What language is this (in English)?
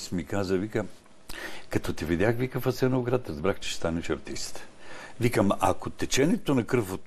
Bulgarian